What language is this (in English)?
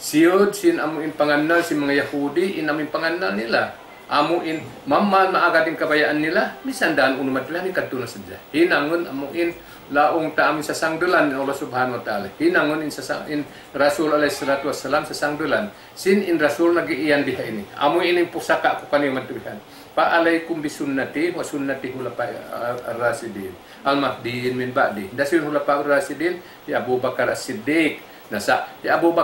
Tausug